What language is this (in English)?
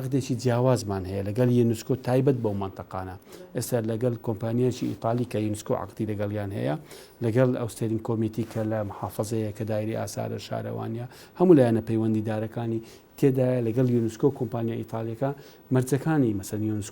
Central Kurdish